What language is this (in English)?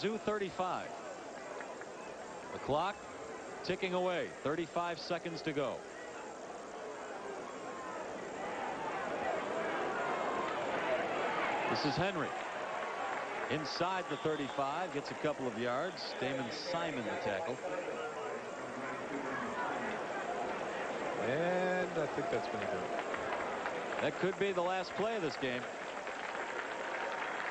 English